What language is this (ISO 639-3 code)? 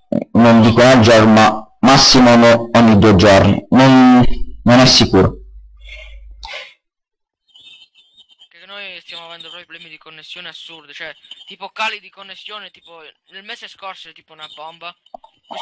ita